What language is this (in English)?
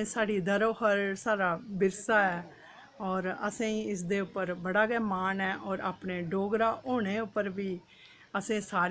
Dogri